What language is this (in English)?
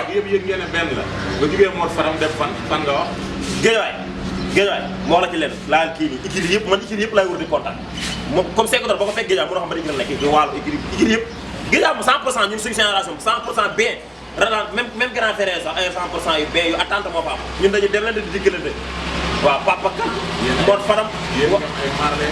Wolof